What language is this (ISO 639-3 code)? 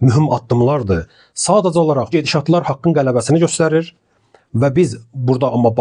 aze